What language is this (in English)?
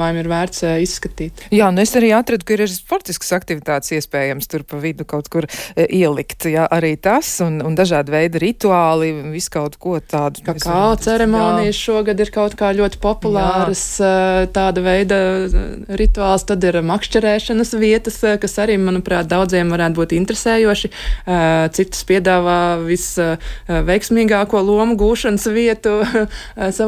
Latvian